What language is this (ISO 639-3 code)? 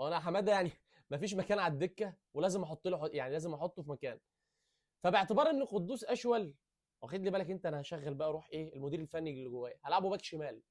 arz